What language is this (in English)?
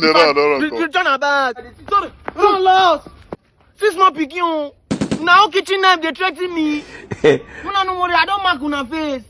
Nigerian Pidgin